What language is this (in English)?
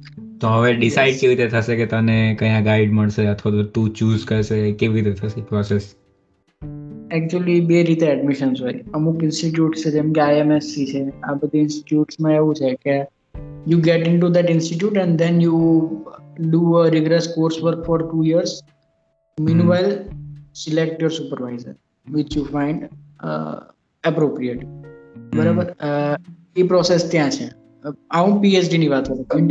Gujarati